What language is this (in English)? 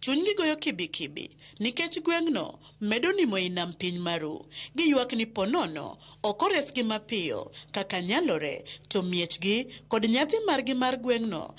Luo (Kenya and Tanzania)